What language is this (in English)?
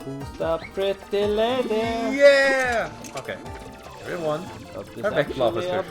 Faroese